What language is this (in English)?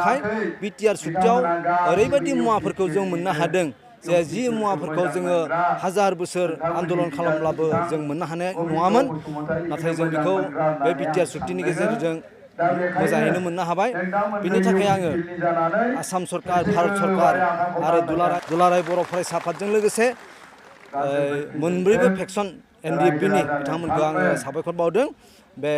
Bodo